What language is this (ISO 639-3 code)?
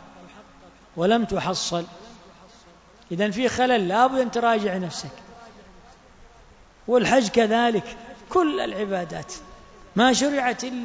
ara